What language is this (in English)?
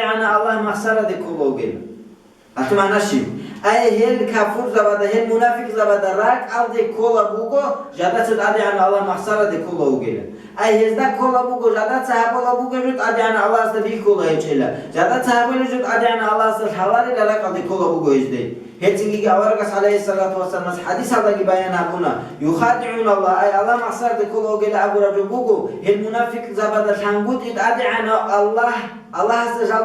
Avaric